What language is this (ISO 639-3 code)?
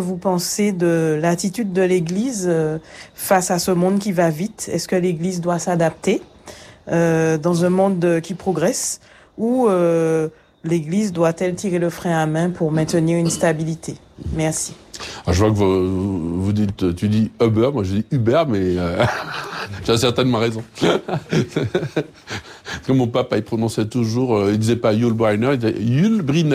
fra